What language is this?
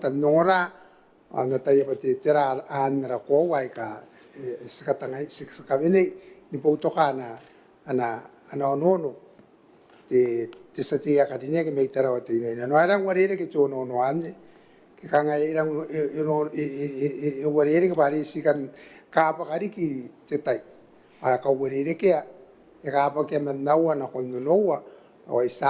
Gilbertese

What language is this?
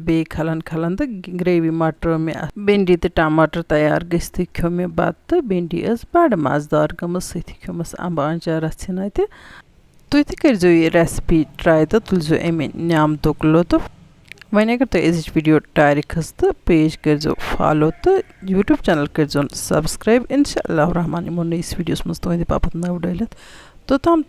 Kashmiri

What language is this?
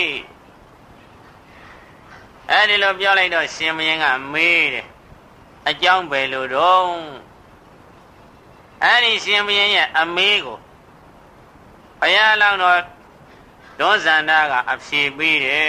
Burmese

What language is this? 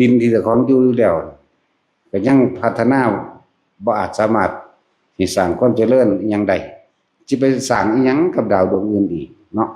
Northeastern Thai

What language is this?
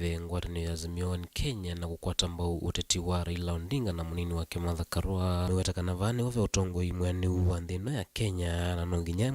Kamba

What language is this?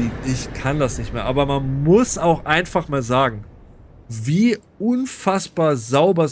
German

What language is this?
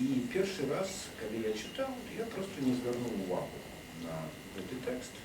Belarusian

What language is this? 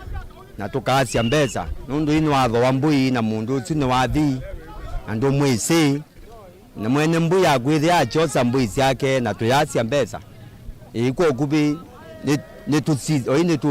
Kamba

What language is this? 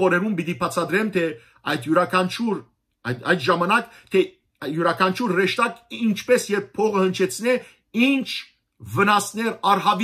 Western Armenian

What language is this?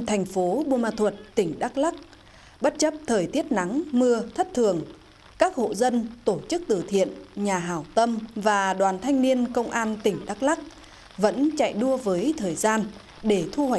Vietnamese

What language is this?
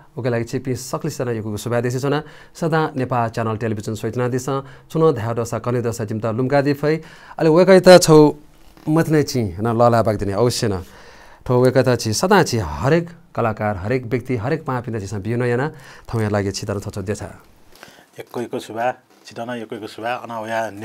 Newari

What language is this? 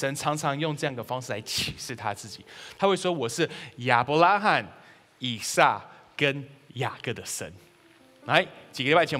Chinese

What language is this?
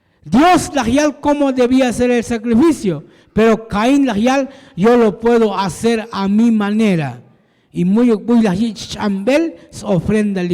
Tzotzil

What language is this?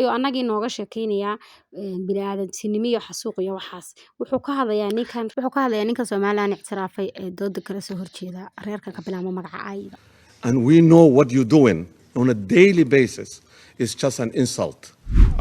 Somali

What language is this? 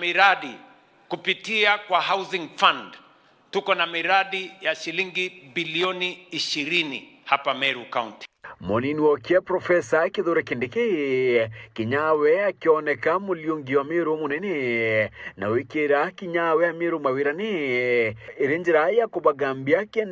Meru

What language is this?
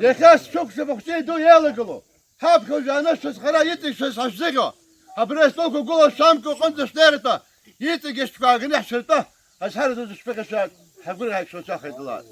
Abkhazian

